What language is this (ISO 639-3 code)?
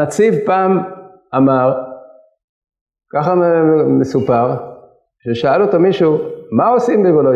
heb